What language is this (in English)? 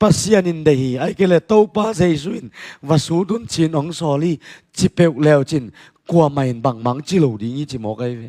Tedim Chin